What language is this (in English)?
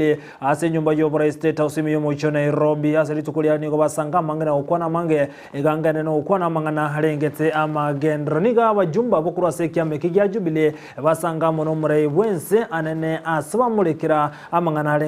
Gusii